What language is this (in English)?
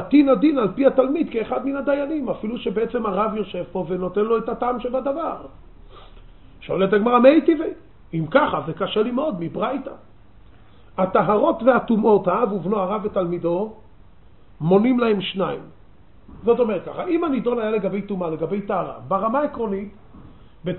Hebrew